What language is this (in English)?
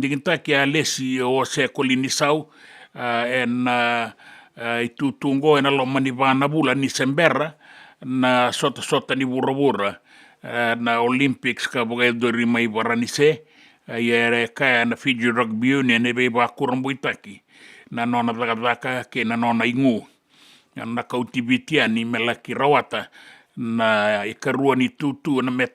Fijian